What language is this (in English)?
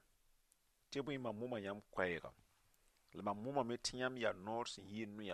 Mossi